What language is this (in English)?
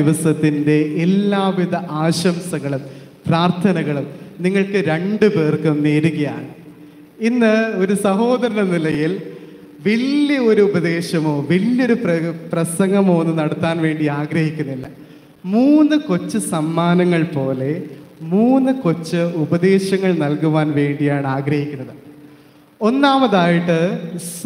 Malayalam